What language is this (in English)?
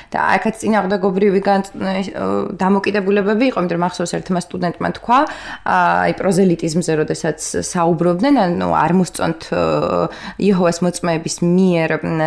Georgian